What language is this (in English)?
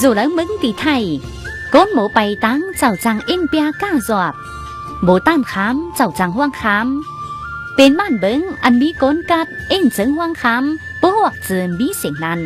Tai Nüa